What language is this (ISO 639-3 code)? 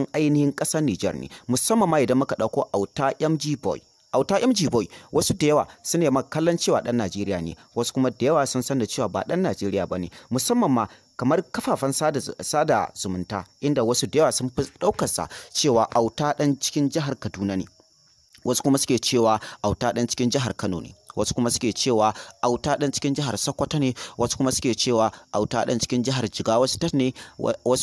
hau